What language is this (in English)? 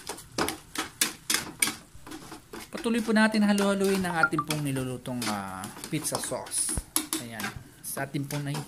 Filipino